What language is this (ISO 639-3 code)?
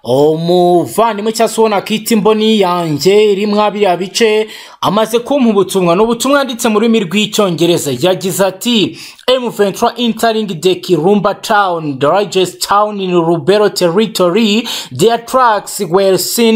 kin